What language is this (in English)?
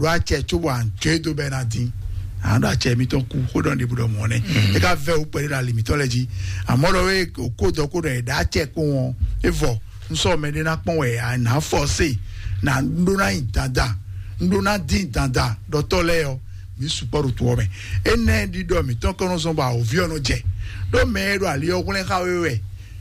Fon